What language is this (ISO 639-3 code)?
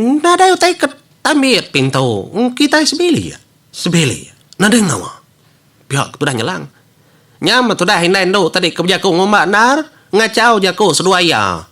iba